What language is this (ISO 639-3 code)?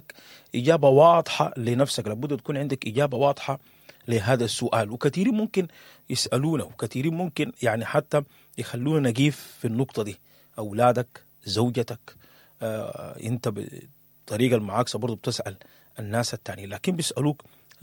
apd